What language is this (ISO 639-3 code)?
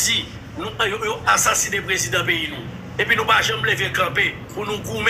hat